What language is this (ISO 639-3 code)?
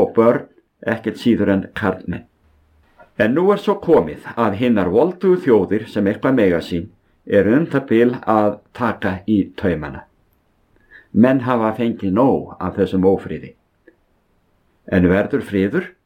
isl